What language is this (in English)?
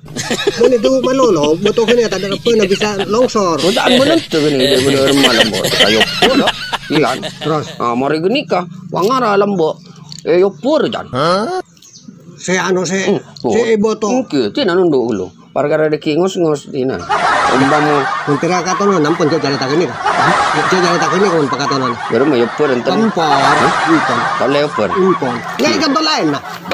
Madurese